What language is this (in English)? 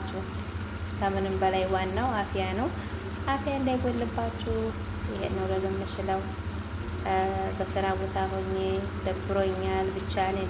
Amharic